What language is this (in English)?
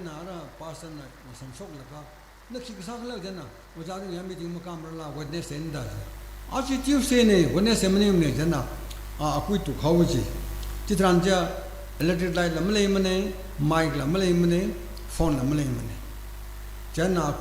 Tangkhul Naga (India)